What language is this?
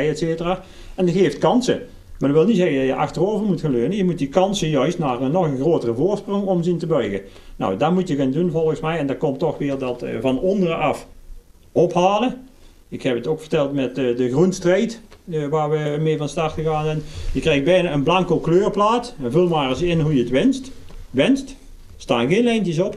Dutch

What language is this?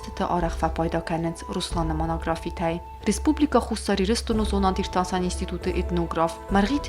Ossetic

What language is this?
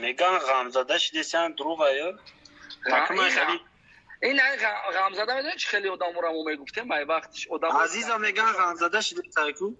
Tajik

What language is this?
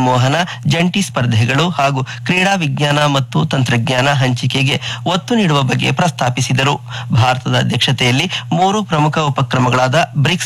Kannada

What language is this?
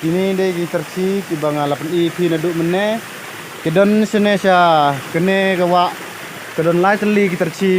Khasi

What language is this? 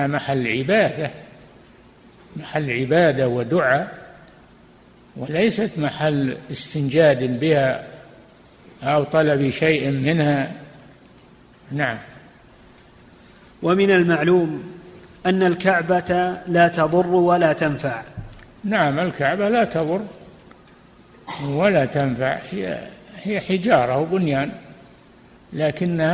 Arabic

